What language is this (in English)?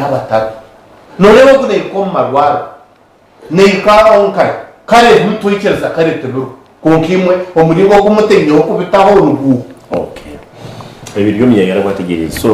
Nyankole